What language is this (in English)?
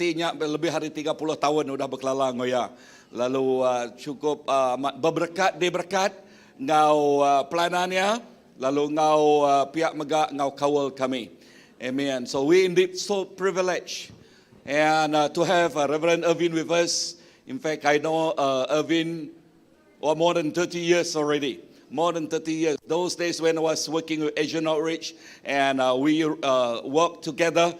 Iban